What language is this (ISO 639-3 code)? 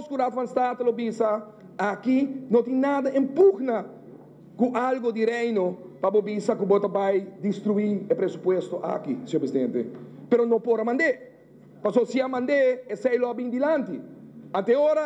pap